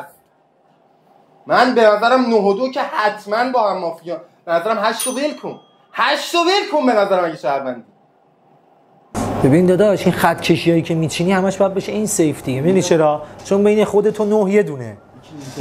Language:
Persian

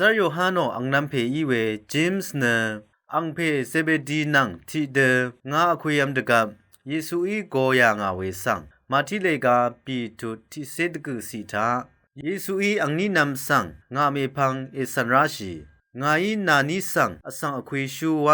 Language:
Rawang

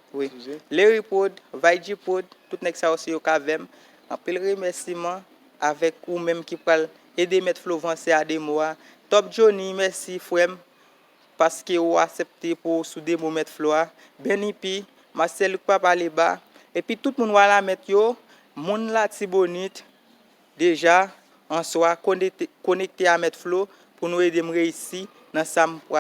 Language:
Haitian Creole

